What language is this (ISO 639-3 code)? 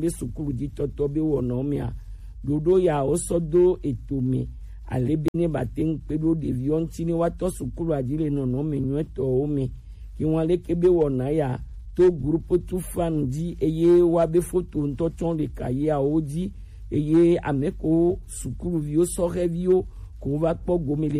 gej